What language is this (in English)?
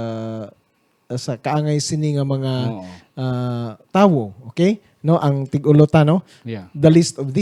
Hiligaynon